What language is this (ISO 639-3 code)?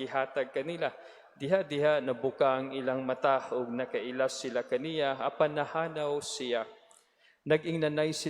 ceb